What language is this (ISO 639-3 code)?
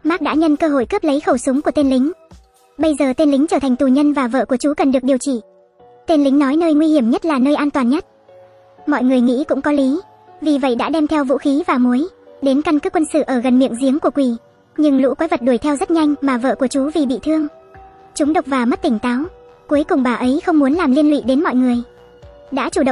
vie